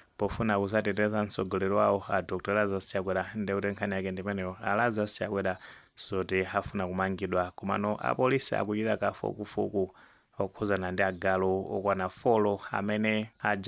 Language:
Nyanja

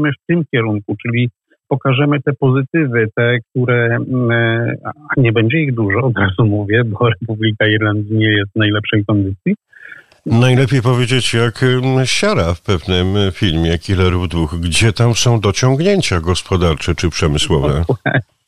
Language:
Polish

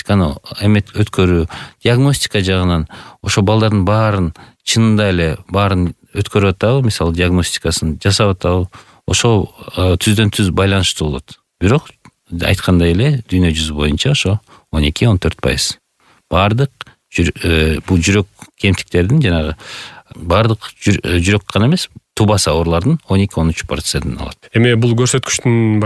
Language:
Kyrgyz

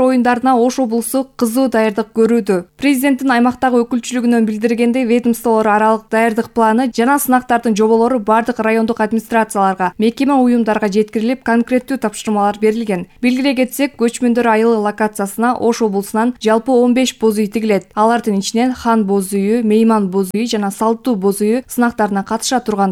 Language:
Kyrgyz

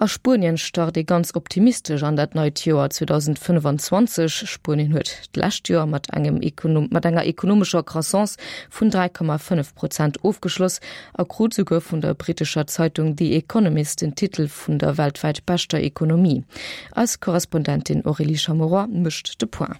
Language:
Luxembourgish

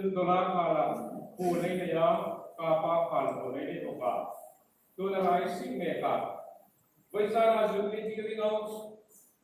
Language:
Hmar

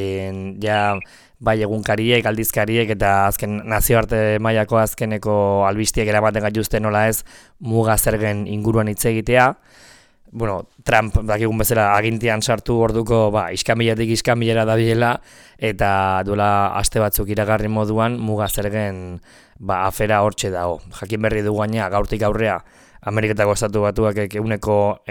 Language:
Basque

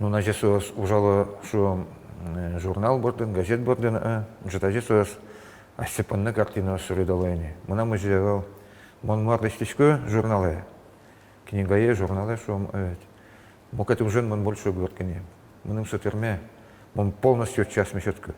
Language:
Udmurt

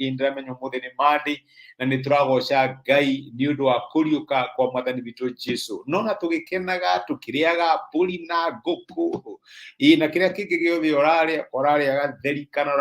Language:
Kikuyu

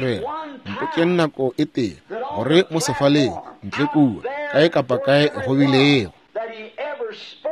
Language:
Northern Sotho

